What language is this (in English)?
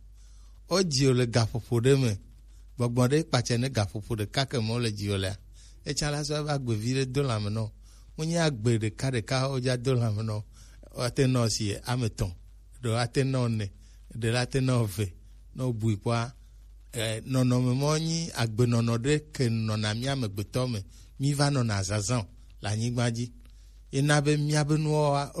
Gen